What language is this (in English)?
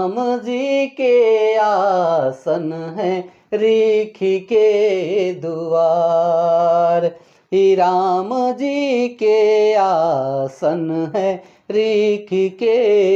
Sadri